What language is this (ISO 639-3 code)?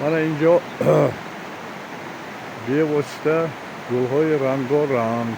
tgk